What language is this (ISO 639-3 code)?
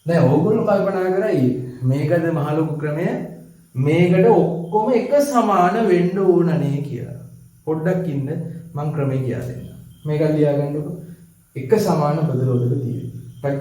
sin